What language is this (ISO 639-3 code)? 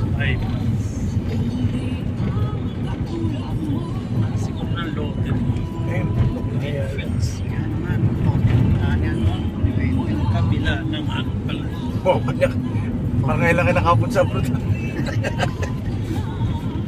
fil